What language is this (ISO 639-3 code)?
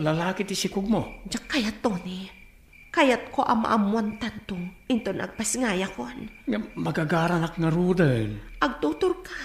ilo